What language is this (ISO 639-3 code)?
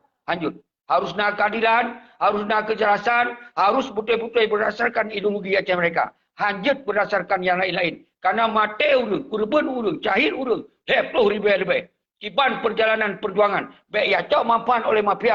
ace